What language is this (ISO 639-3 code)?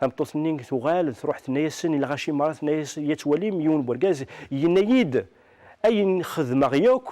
kab